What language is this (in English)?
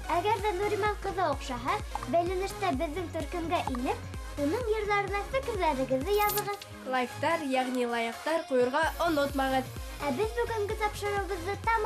Bashkir